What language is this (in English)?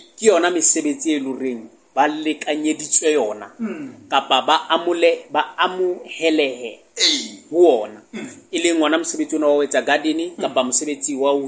Southern Sotho